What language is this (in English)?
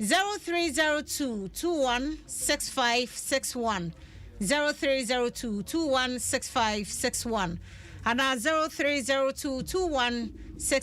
Akan